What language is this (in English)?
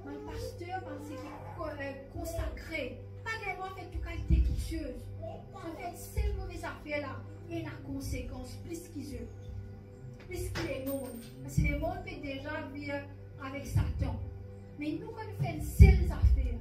Morisyen